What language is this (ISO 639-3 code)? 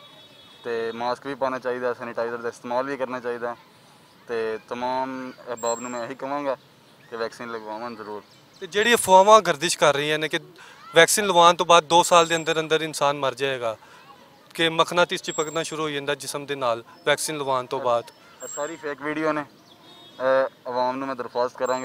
lah